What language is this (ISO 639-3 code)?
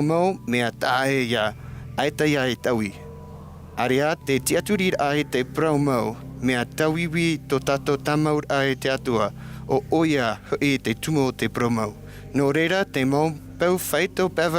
tah